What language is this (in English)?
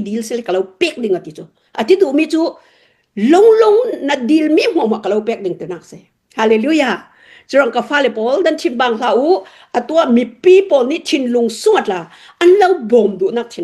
Hakha Chin